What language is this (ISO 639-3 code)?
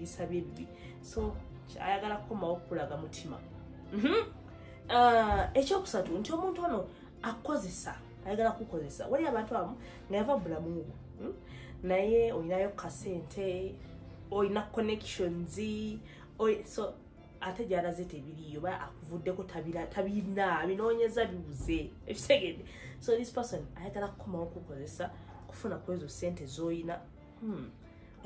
lug